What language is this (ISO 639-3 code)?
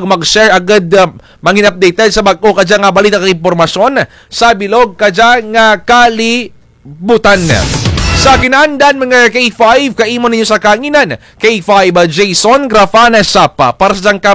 krj